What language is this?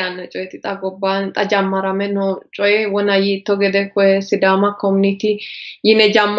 Sidamo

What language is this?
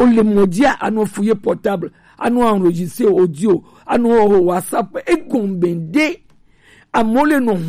Gen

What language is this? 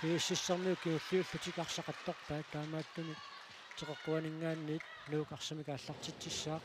Kalaallisut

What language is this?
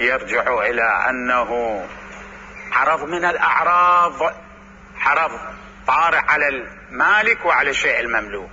Mesopotamian Arabic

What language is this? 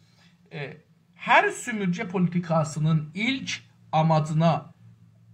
South Azerbaijani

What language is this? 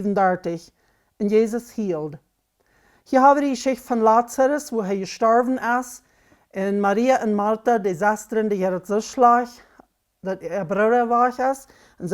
Plautdietsch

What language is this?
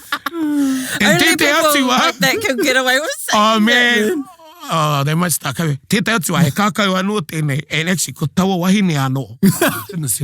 Māori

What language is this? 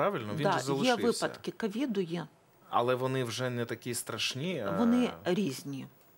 Ukrainian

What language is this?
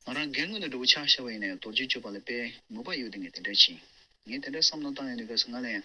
Tibetan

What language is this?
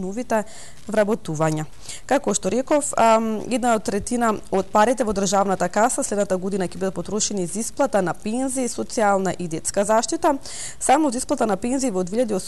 Macedonian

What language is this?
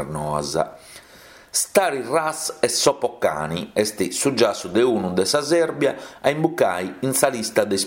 Sardinian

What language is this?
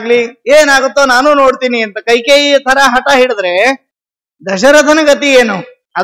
Kannada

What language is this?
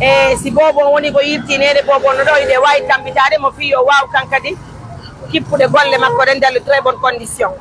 Fula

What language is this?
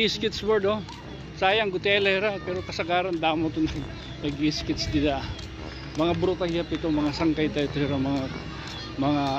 Waray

